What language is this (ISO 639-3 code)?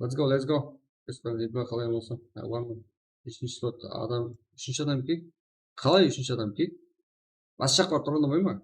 kaa